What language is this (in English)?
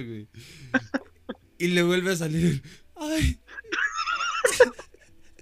Spanish